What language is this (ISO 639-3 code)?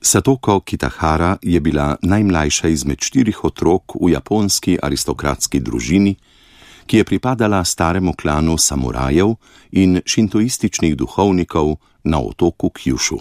slv